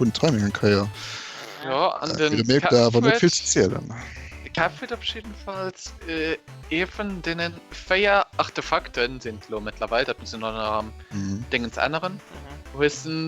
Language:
Luxembourgish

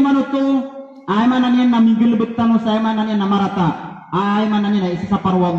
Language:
Maranao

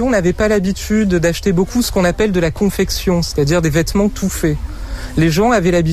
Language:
French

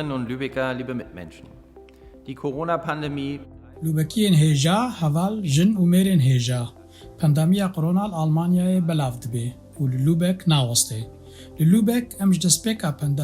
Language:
Kurdish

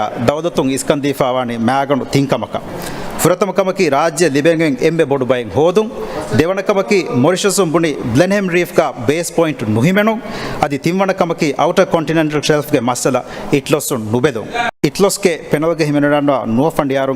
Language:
Divehi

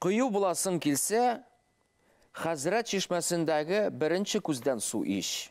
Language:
Bashkir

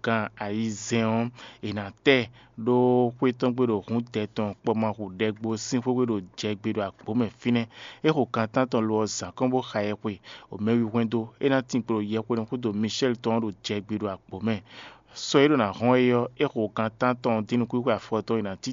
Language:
Fon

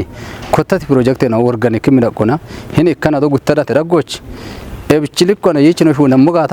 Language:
Kafa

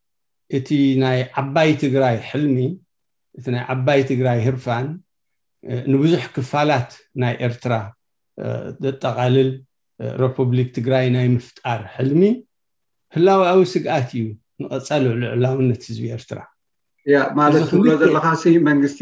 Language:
Tigrinya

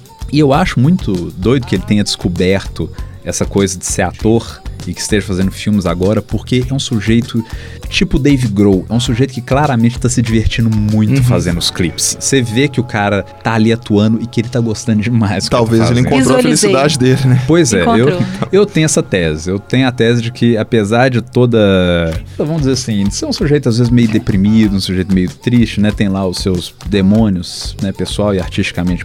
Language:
Portuguese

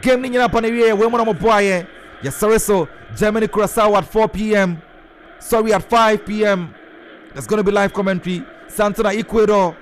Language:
Akan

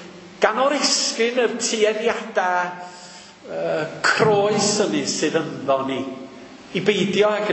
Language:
Welsh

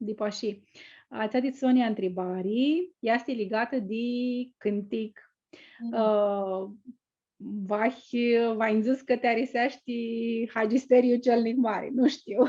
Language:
Aromanian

